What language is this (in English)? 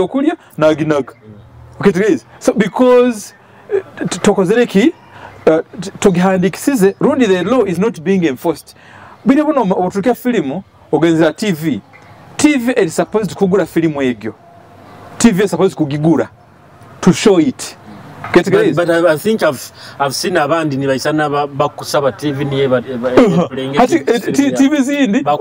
Nyoro